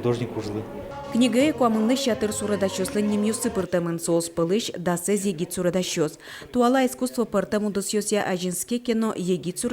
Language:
Udmurt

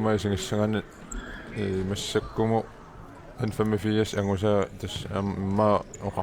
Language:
Kalaallisut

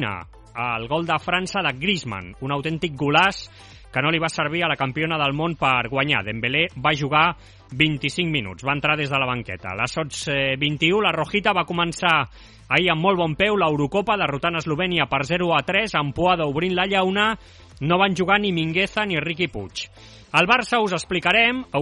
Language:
Catalan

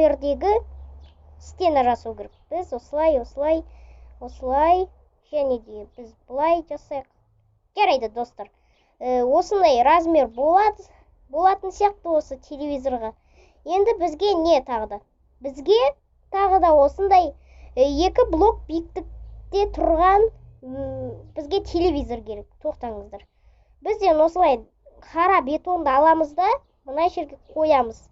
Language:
Kazakh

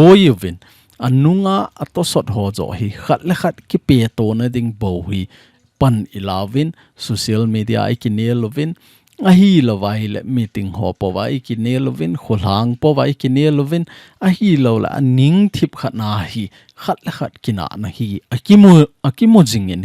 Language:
Thado Chin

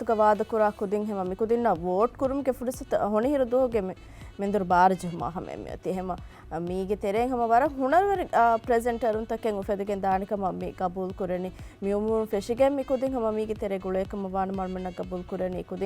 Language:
Divehi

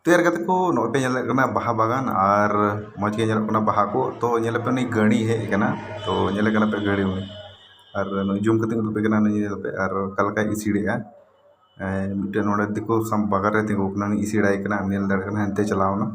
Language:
Santali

